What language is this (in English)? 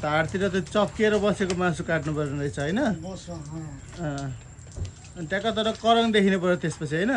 Nepali